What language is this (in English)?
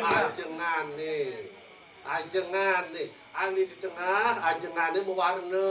Balinese